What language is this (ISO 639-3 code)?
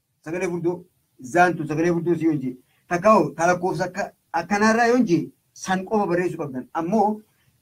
orm